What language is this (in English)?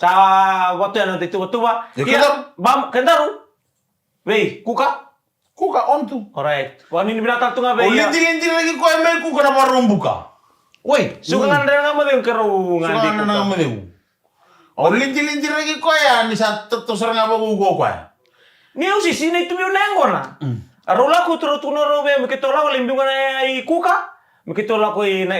Fijian